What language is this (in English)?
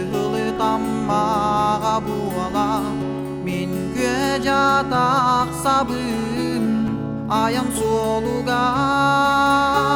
Yakut